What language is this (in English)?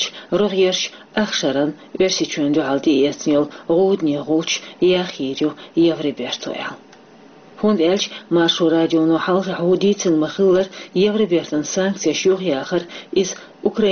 Chechen